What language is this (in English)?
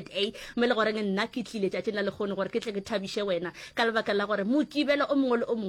Northern Sotho